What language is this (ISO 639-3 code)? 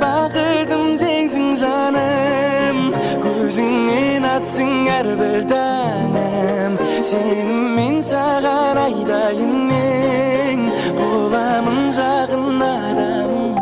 kaa